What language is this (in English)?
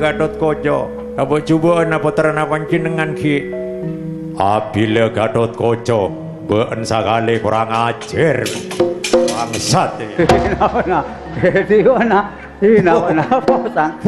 Madurese